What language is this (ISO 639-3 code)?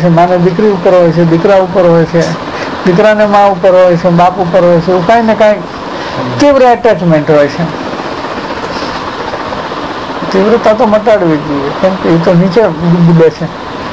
guj